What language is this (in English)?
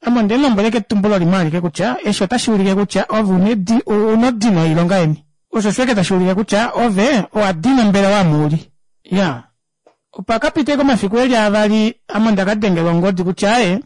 Kuanyama